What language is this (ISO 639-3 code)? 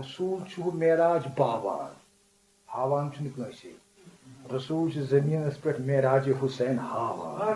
kas